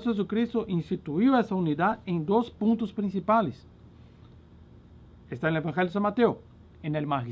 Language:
Portuguese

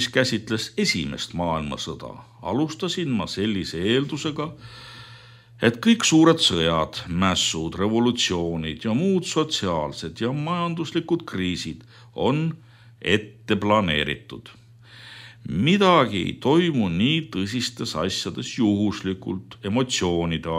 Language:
Estonian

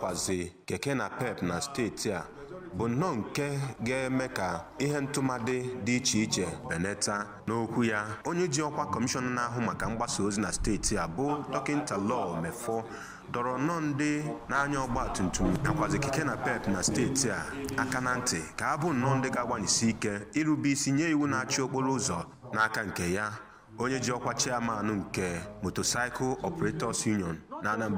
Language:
Igbo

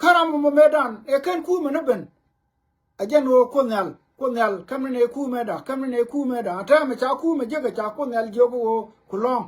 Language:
Nuer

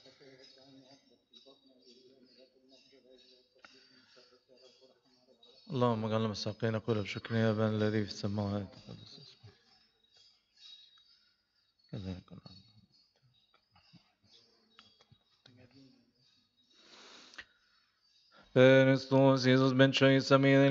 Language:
Arabic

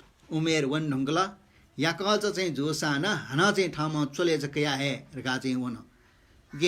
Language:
Newari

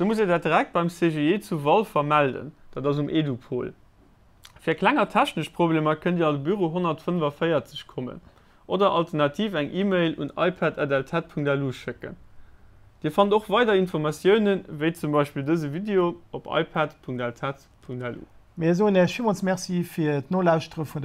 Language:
Luxembourgish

